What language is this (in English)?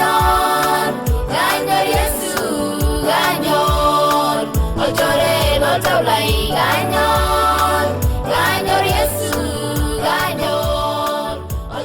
Masai